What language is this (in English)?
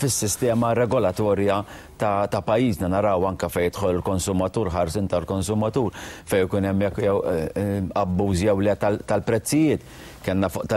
Maltese